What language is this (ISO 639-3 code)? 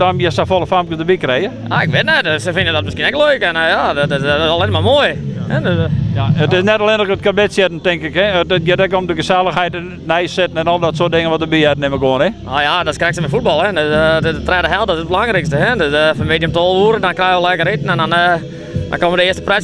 fry